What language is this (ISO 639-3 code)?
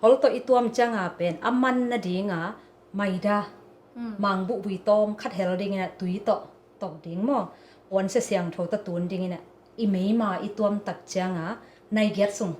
ctd